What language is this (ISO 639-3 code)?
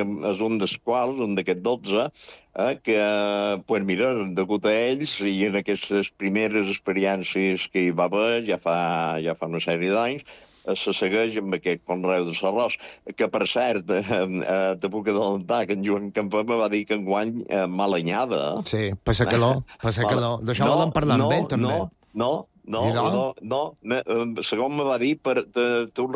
cat